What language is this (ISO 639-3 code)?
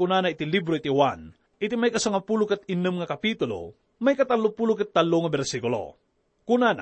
ilo